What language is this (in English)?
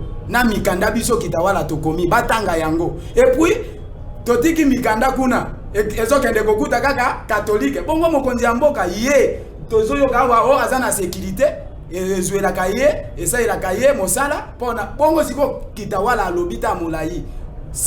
Lingala